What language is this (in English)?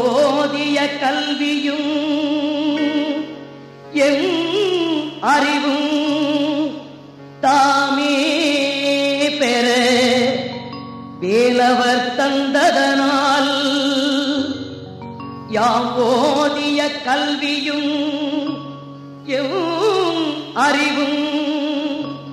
Tamil